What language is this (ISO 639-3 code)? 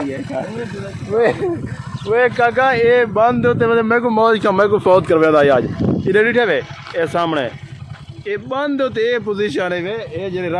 skr